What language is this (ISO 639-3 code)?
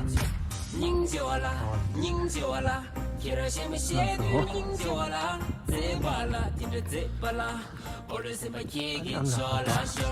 bod